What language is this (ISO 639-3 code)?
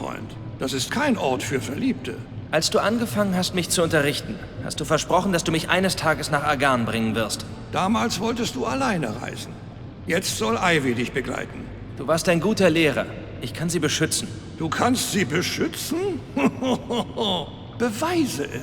bar